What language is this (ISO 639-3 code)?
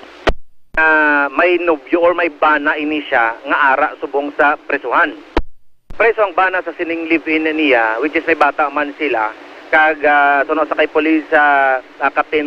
hil